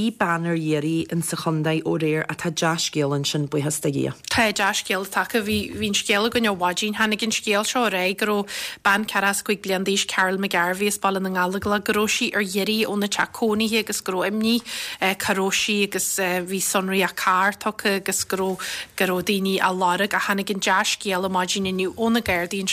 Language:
Irish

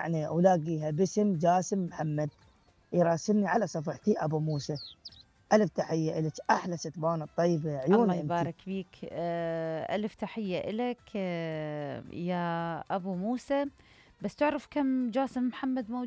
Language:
Mesopotamian Arabic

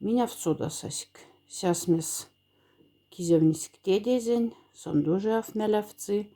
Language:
Moksha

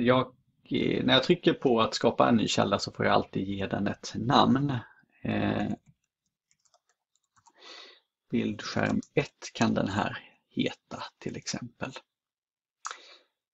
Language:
Swedish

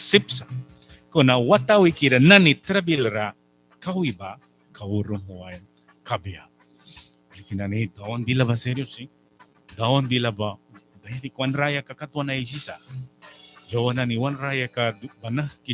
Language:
Mískito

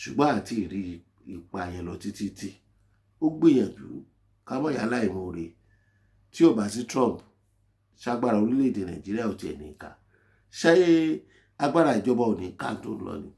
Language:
Yoruba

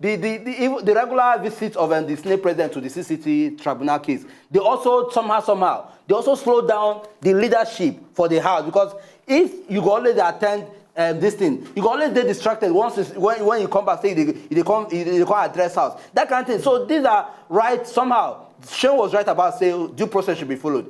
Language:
Nigerian Pidgin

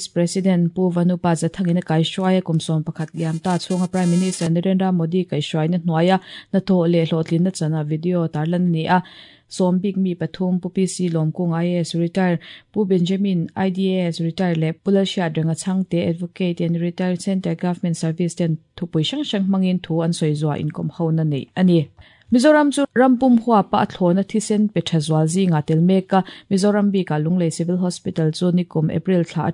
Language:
Mizo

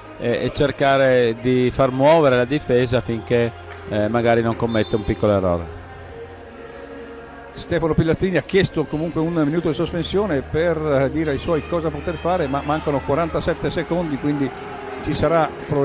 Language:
Italian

